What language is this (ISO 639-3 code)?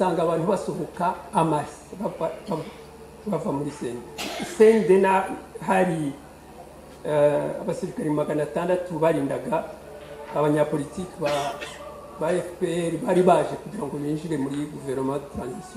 kin